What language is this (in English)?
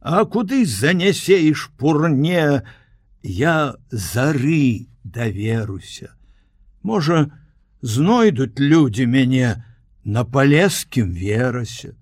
Belarusian